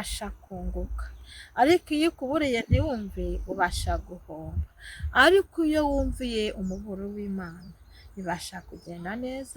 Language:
Kinyarwanda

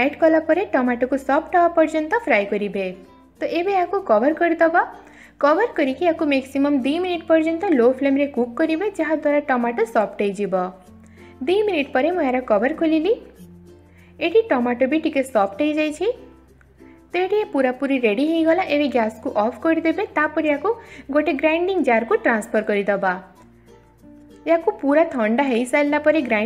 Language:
Odia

